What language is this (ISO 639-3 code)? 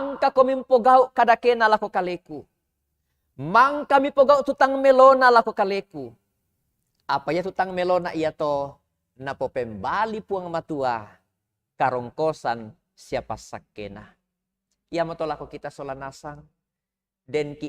sda